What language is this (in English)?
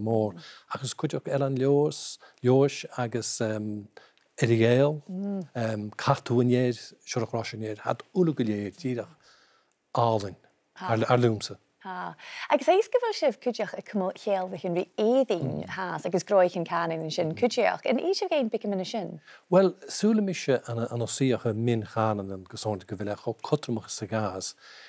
Scottish Gaelic